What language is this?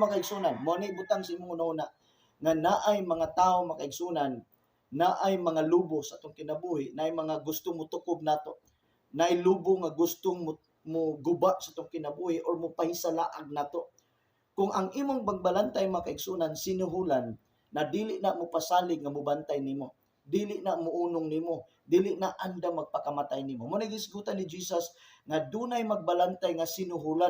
Cebuano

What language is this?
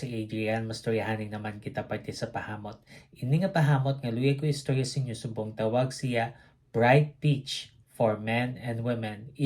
Hiligaynon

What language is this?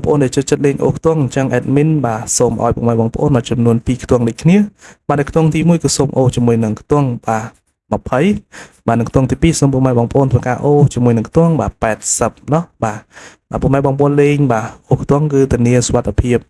Khmer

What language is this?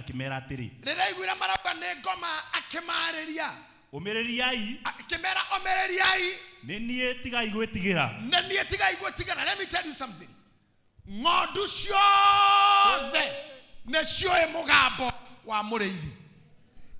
Kikuyu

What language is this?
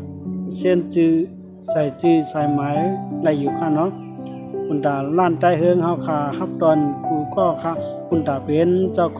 Shan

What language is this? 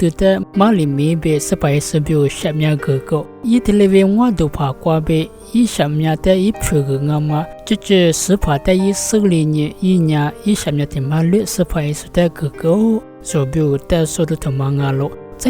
Lisu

